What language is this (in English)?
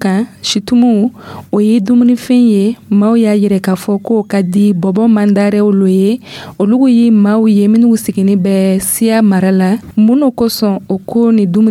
Dyula